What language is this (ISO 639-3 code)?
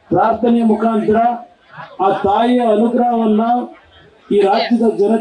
kan